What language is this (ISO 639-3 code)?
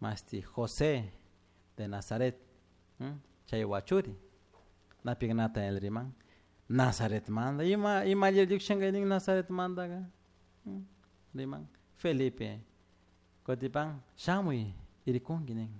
qug